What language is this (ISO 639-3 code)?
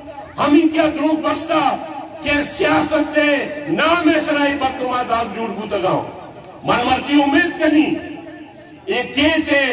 bal